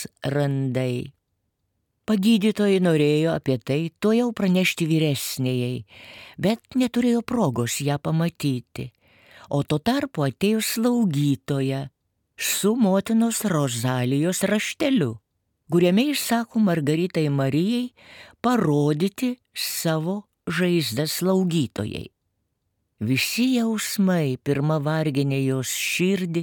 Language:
Lithuanian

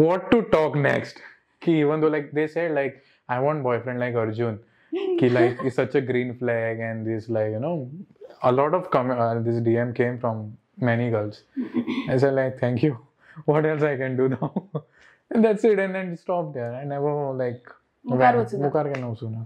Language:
Konkani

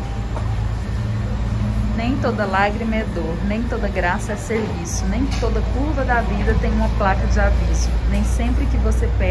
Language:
Portuguese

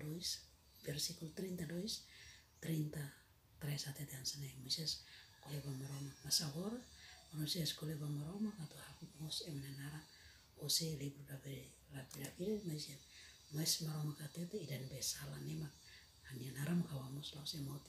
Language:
Tetum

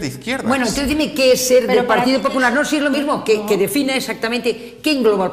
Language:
Spanish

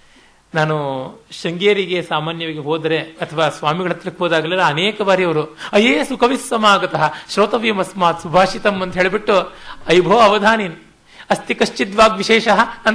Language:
Kannada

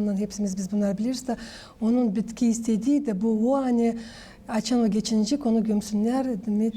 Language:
Gagauz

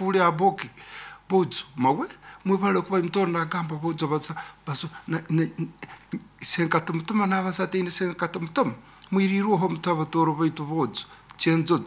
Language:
Nyoro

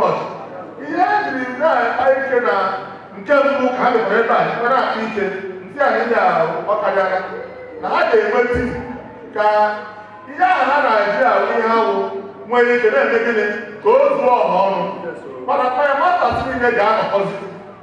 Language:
Igbo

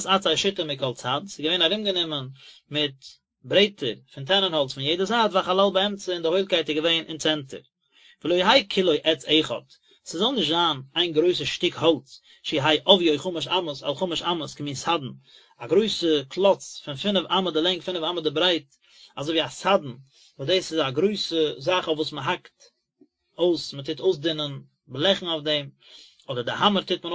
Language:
Yiddish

